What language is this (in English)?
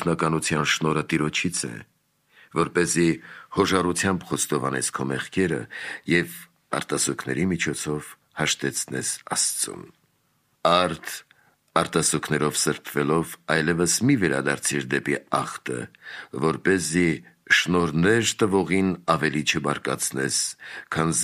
Armenian